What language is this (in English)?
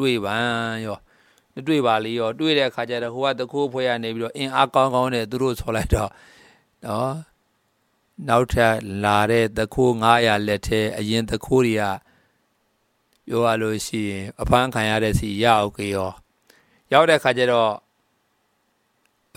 Burmese